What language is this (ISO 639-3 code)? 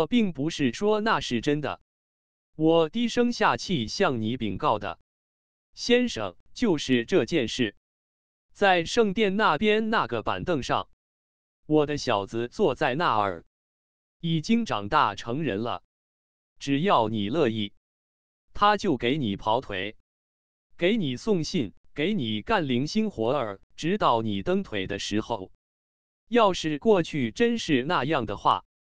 zho